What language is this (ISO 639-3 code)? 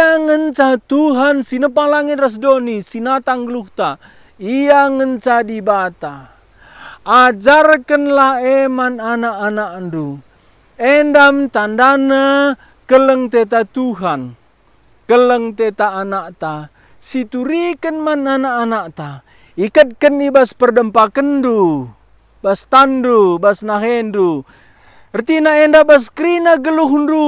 btx